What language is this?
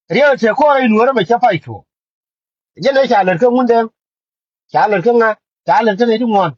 Nuer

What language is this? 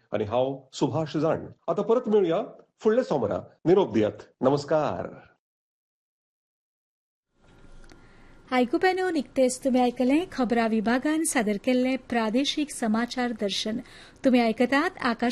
Konkani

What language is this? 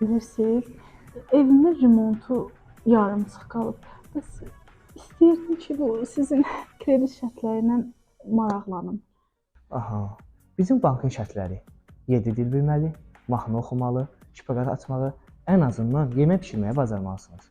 Azerbaijani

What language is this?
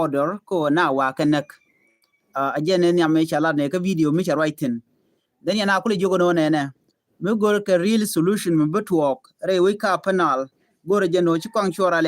Nuer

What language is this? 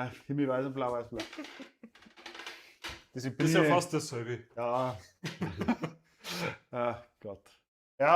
Bavarian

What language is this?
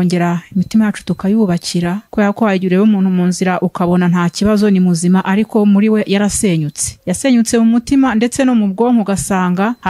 Kinyarwanda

